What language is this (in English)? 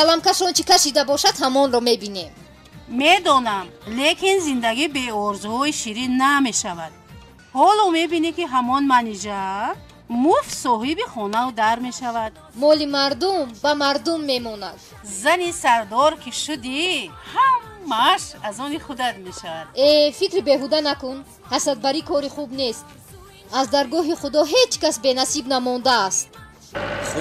Tajik